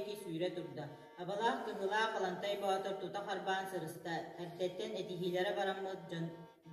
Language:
Yakut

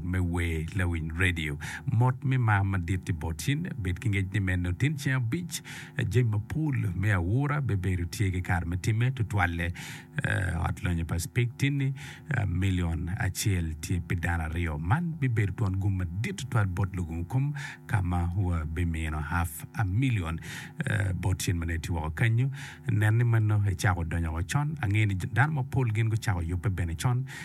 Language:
Acoli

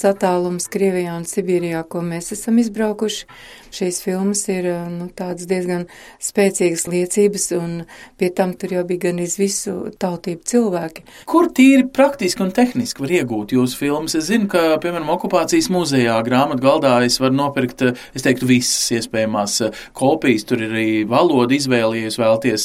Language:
Latvian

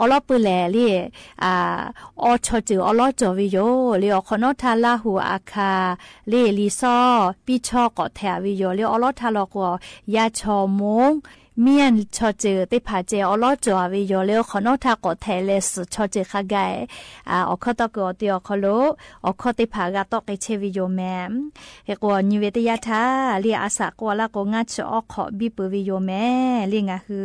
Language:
Lahu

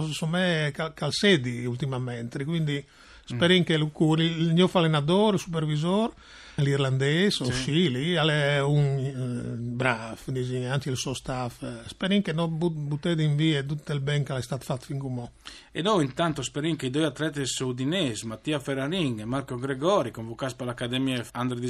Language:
Friulian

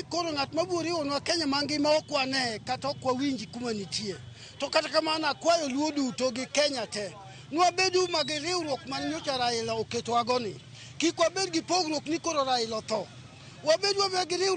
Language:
Luo (Kenya and Tanzania)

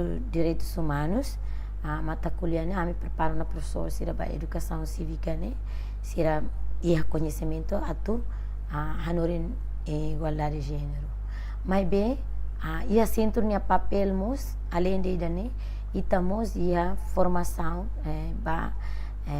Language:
Tetum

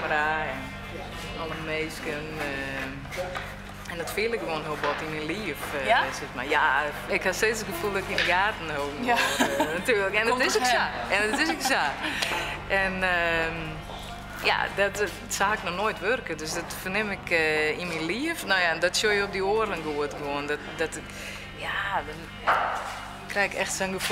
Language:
Western Frisian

